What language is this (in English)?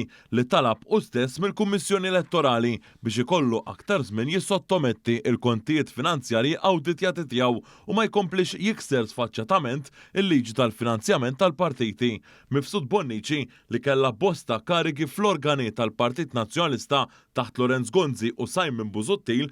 Maltese